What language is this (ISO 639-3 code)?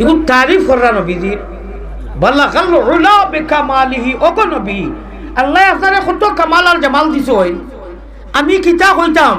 syl